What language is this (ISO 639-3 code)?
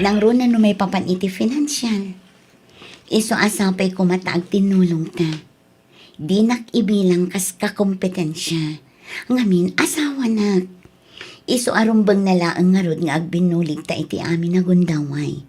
ilo